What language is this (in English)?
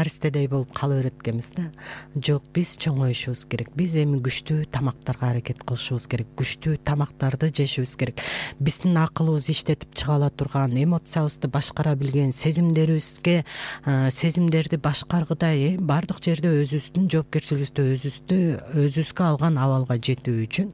Kyrgyz